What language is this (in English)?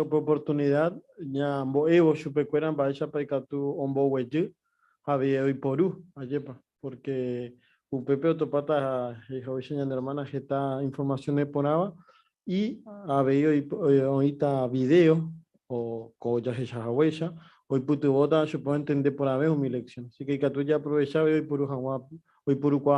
Guarani